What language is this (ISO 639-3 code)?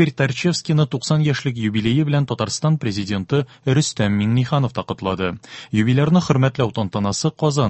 tat